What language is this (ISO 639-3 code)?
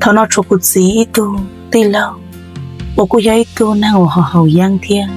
hmn